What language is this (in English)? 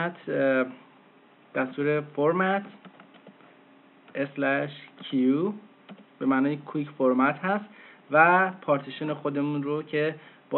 Persian